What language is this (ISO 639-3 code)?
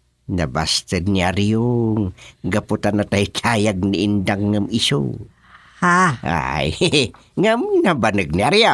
ilo